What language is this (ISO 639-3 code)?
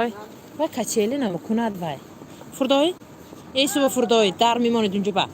tgk